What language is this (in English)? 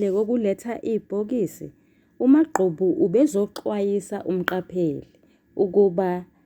Zulu